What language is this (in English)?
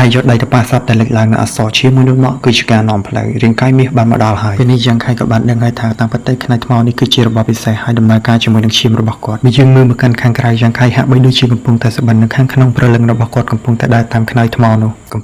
Khmer